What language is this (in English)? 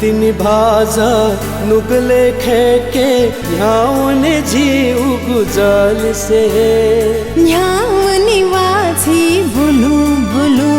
Newari